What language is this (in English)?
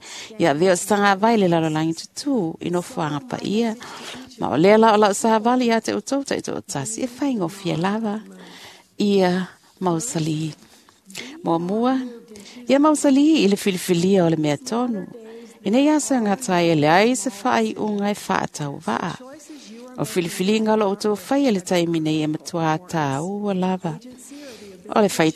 Samoan